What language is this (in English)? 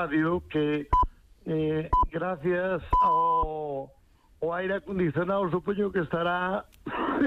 Galician